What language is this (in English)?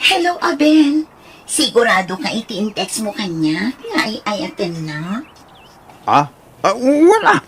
Iloko